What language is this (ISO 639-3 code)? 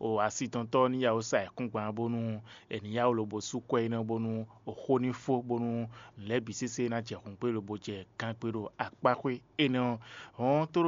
fon